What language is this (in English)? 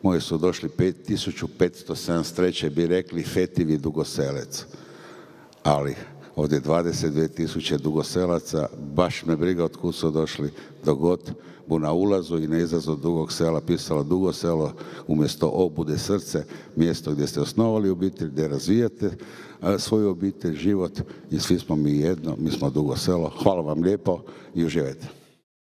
Croatian